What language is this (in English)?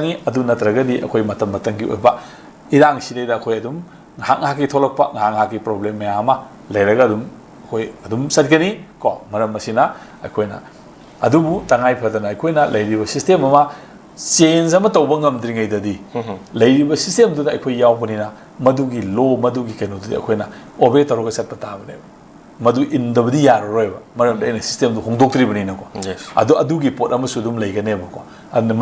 Manipuri